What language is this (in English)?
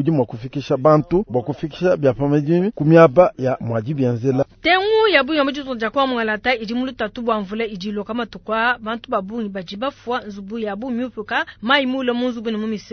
Luba-Lulua